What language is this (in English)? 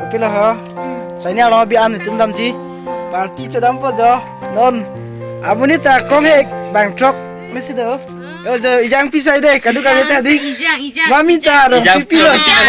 Karbi